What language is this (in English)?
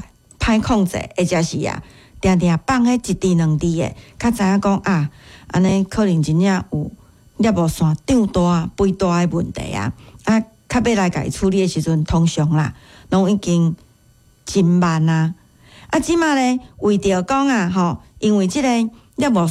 Min Nan Chinese